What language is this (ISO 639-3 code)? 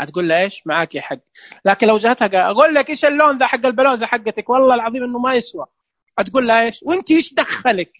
ars